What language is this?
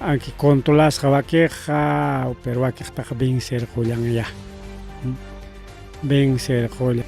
Ayacucho Quechua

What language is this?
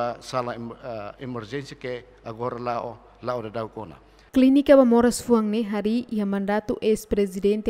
Tetum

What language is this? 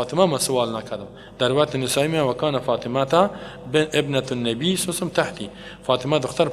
Persian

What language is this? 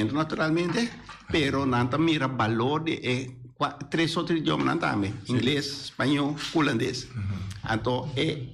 Papiamento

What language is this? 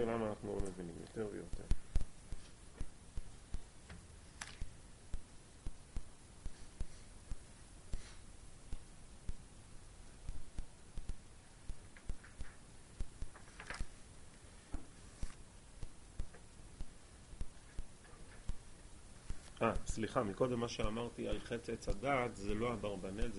Hebrew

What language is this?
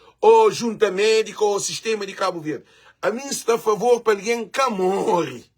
Kabuverdianu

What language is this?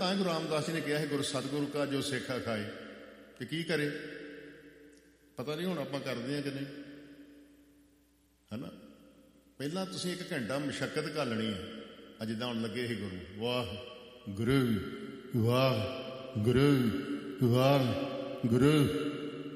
Punjabi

